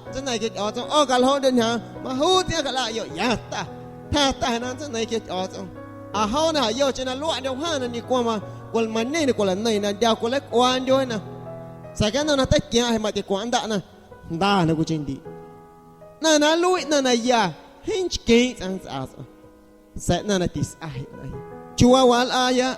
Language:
Guerrero Amuzgo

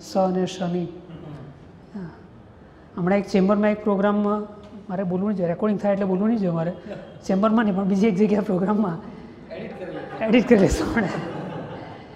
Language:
Gujarati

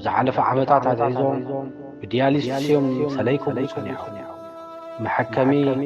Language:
Tigrinya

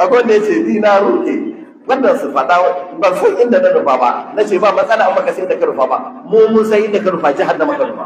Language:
Hausa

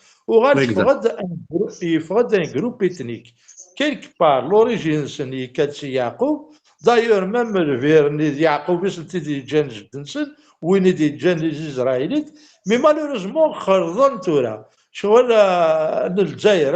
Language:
Kabyle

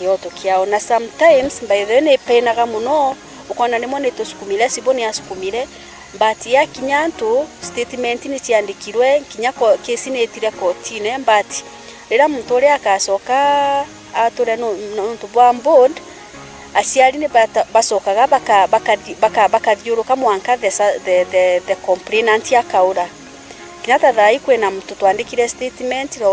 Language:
Meru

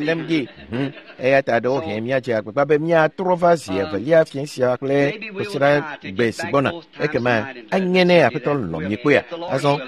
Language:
Ewe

